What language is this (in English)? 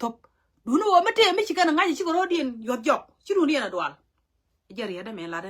Nuer